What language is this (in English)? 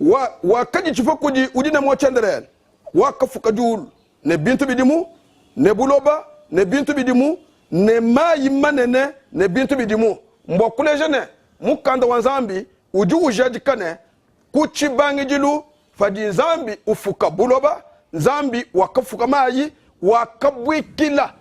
Luba-Lulua